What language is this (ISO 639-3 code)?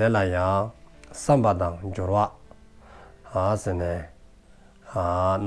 dzo